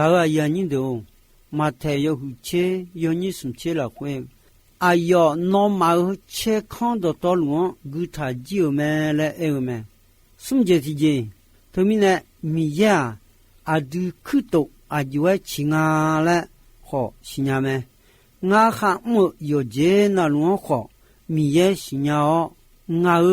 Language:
Akha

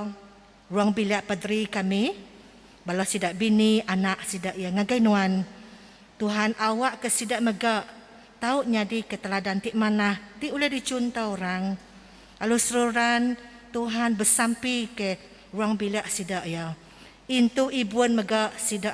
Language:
Iban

